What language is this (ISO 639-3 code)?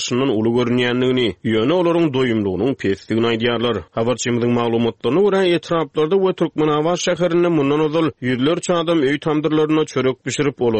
tuk